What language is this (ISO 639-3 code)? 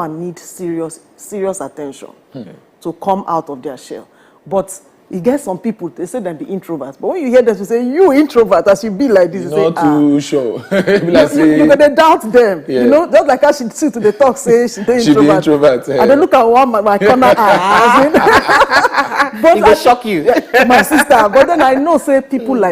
pcm